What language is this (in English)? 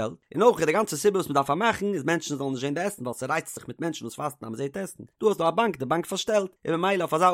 Yiddish